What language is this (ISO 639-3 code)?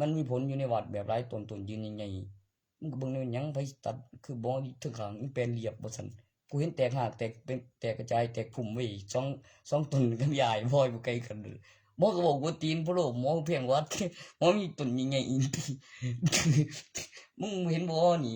tts